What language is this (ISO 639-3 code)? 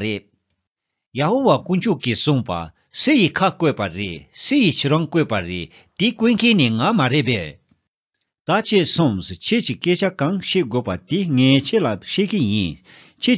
bod